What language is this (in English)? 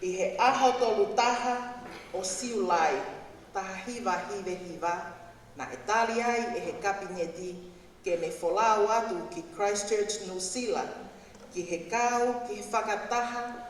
Tongan